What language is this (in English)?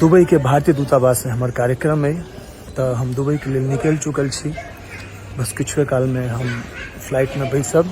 Maithili